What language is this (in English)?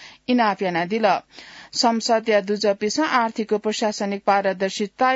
Newari